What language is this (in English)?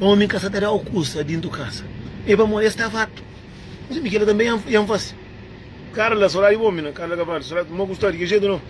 Kabuverdianu